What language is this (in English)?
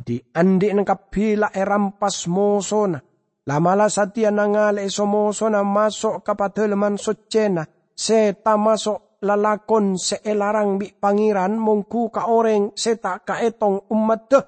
Madurese